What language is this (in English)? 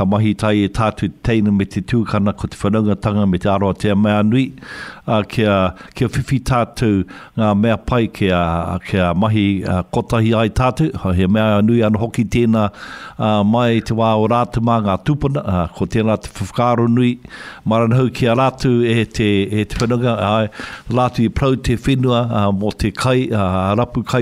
Māori